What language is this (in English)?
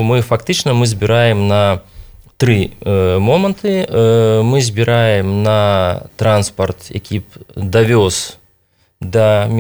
Belarusian